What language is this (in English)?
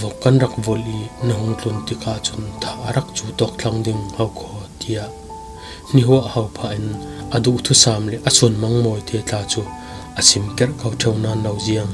Falam Chin